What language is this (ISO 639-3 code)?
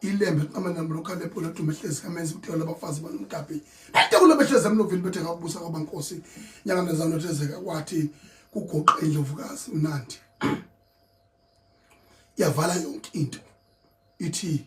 zul